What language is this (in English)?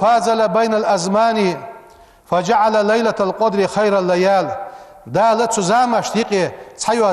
Ingush